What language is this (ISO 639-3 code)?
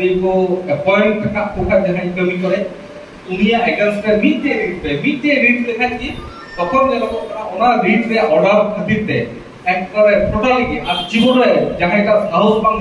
sat